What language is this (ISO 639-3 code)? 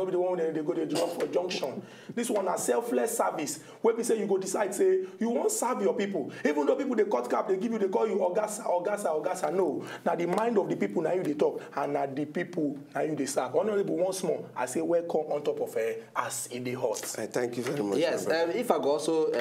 pcm